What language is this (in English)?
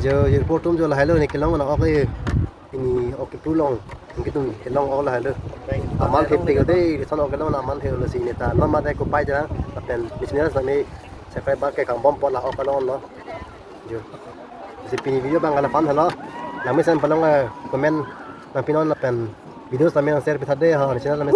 Karbi